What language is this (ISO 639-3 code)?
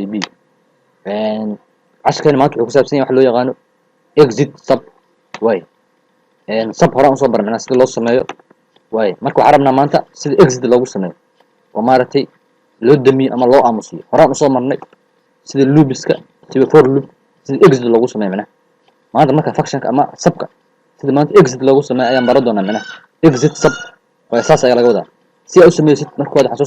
som